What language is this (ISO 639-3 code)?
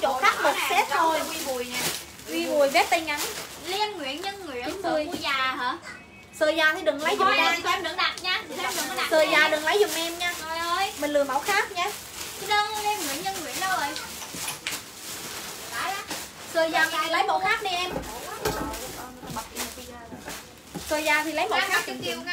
vie